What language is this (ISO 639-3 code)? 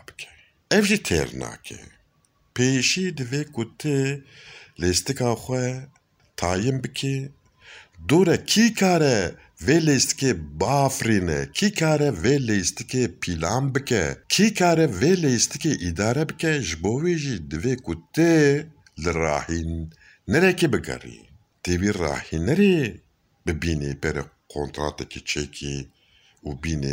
kur